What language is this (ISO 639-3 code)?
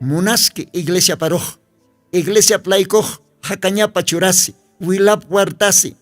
aym